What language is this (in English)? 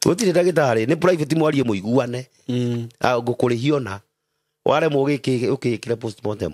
Kikuyu